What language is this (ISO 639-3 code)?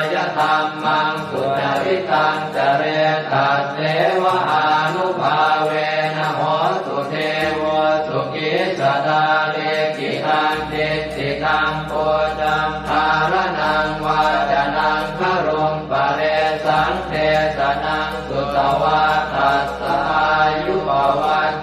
pli